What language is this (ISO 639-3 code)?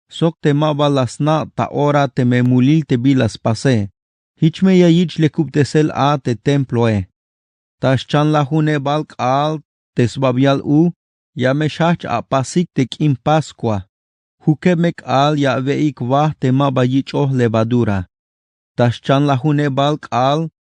tzh